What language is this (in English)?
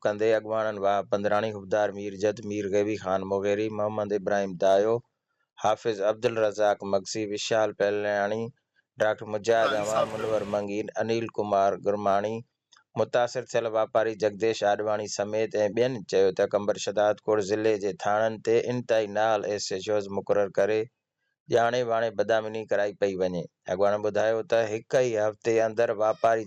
Sindhi